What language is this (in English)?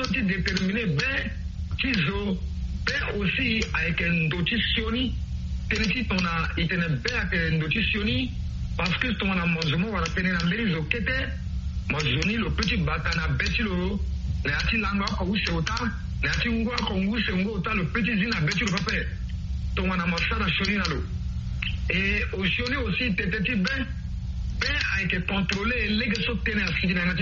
Sango